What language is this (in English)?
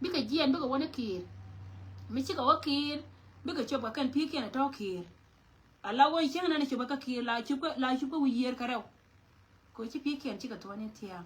Nuer